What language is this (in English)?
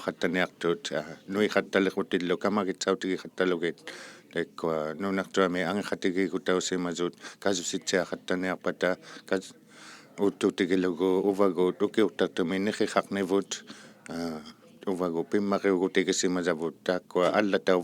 Inuktitut